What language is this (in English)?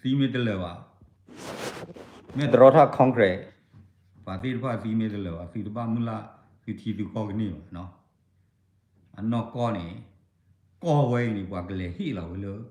S'gaw Karen